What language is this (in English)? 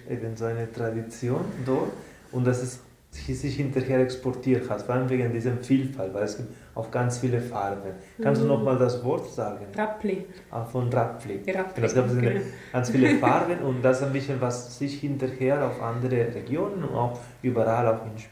Swiss German